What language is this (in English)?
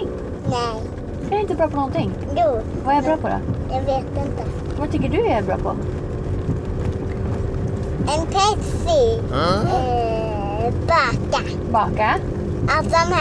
Swedish